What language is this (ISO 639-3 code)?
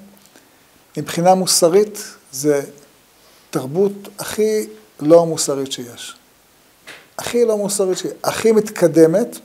heb